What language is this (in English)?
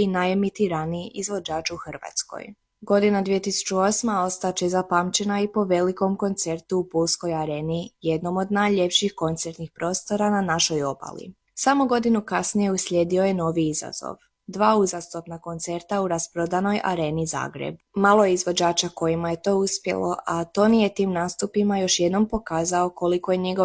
Croatian